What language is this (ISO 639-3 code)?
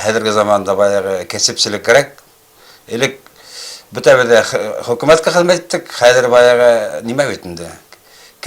bak